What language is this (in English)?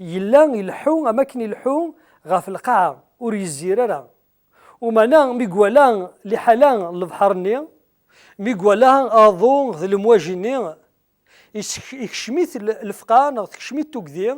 Kabyle